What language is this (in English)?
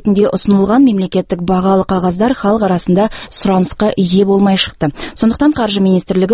Kazakh